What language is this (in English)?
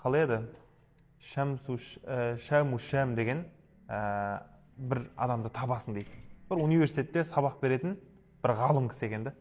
Kazakh